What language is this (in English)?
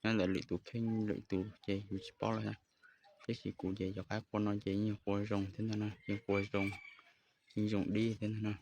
Hmong